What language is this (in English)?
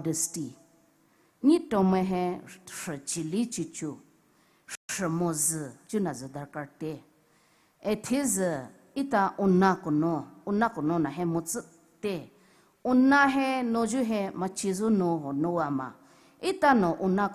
Poumei Naga